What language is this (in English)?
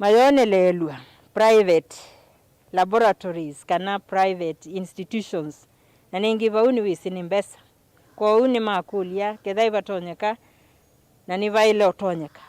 Kamba